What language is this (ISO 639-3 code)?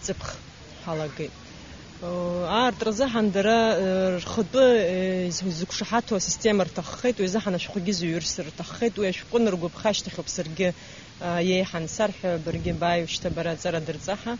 abk